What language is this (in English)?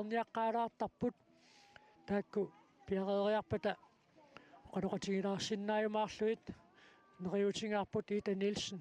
Kalaallisut